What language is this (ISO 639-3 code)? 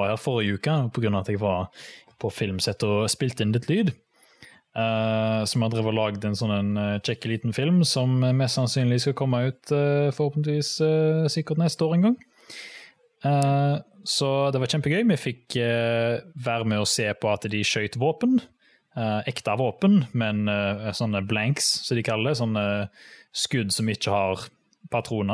nor